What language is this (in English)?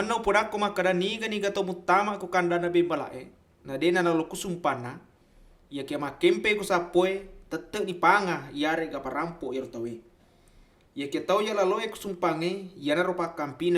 Buginese